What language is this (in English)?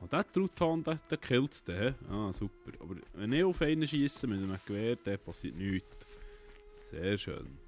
Swiss German